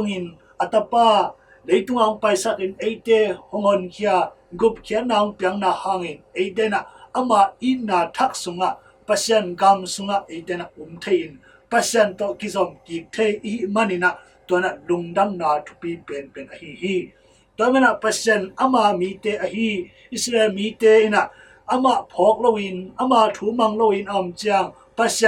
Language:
Tedim Chin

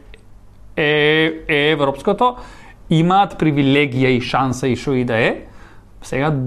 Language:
Macedonian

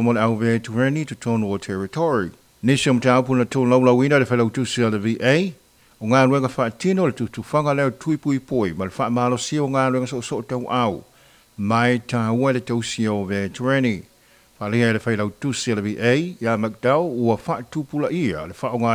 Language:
Samoan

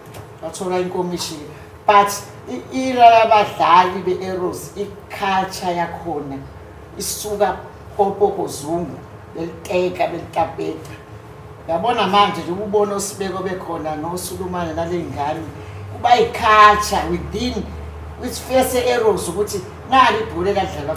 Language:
Zulu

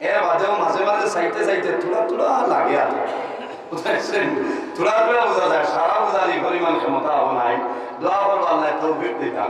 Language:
Sylheti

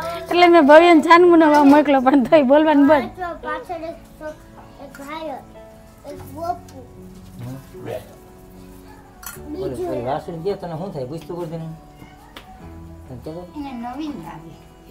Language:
Gujarati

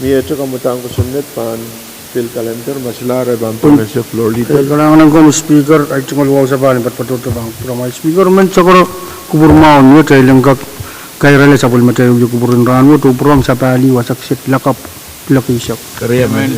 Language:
Pohnpeian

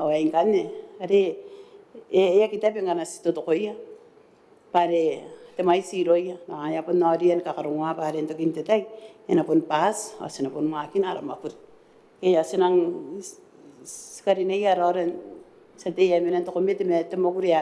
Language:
Gilbertese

